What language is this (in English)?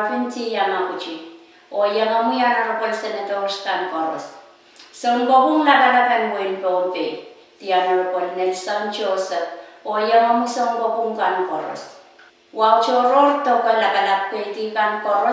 Pohnpeian